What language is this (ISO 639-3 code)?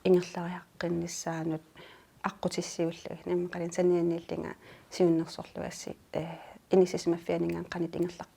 kal